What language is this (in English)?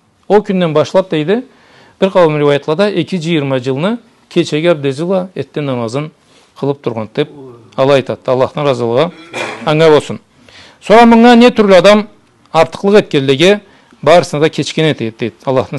Karachay-Balkar